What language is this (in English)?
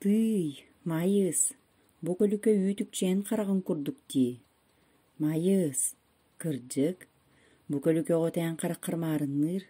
Yakut